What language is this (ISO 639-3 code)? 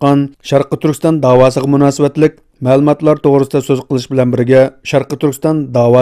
uig